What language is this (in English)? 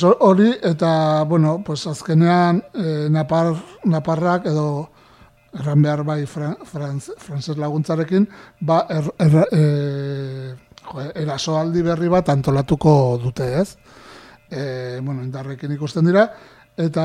Basque